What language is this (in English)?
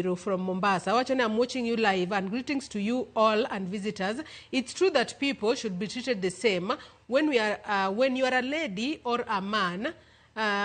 Luo (Kenya and Tanzania)